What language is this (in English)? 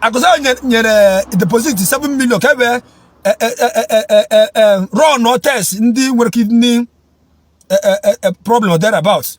Igbo